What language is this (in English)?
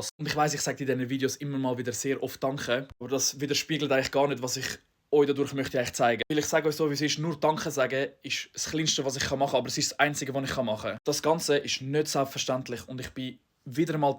Swiss German